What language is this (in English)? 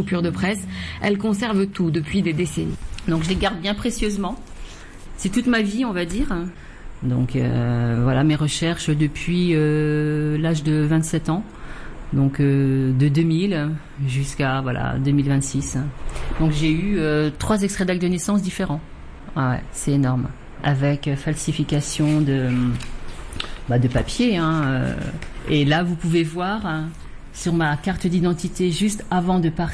French